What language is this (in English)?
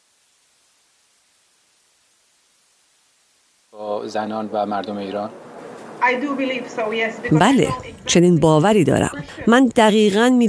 Persian